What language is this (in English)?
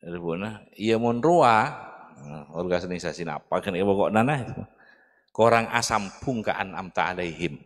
Madurese